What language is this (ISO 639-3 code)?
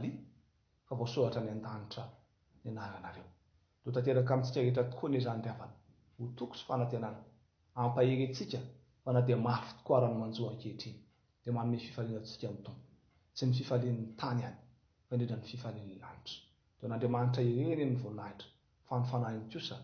mlg